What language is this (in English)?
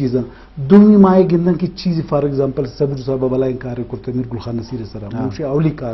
Eastern Balochi